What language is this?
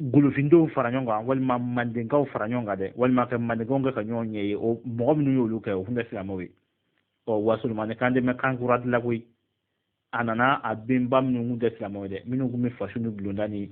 Bambara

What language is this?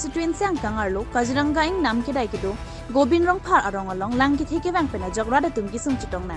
Karbi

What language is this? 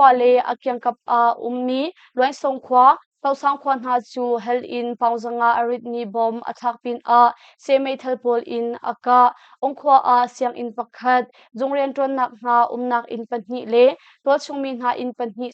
Hakha Chin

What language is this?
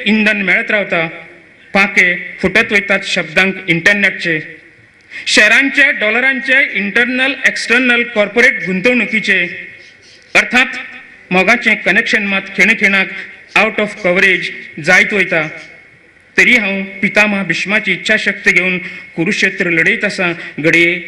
Konkani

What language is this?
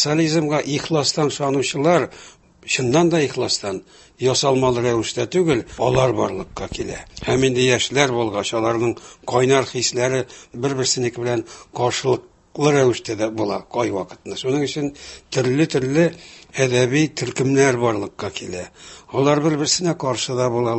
Tatar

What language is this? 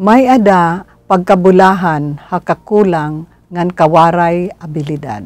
Waray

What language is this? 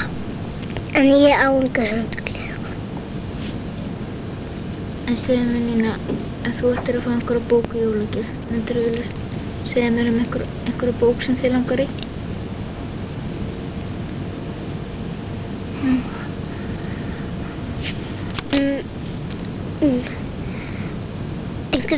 Icelandic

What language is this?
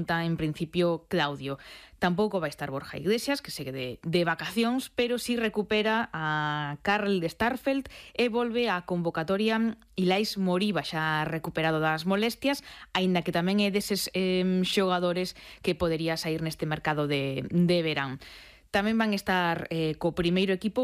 Galician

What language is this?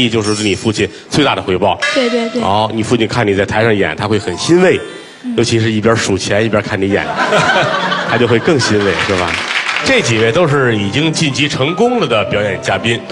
Chinese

